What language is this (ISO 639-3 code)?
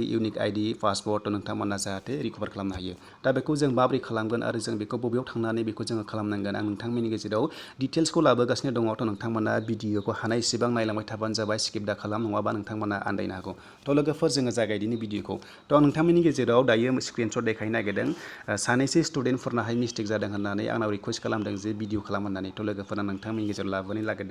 brx